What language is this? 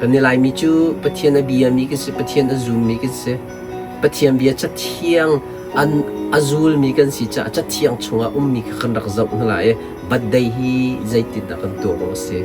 Hakha Chin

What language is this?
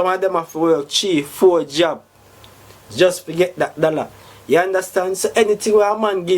Jamaican Creole English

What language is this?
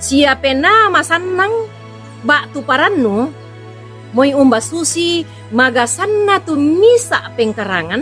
Toraja-Sa'dan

